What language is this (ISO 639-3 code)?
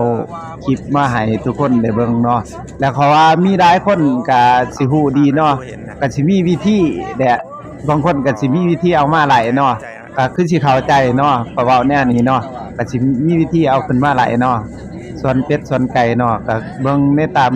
lao